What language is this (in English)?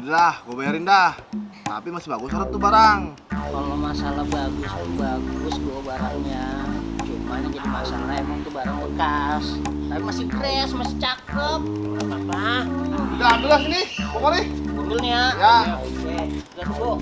Betawi